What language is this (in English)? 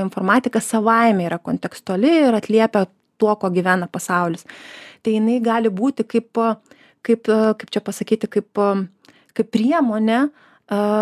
Lithuanian